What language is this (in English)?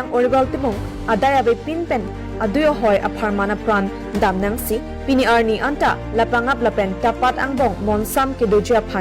Karbi